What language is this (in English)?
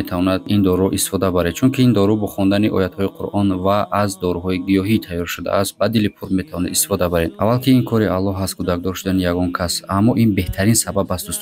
Tajik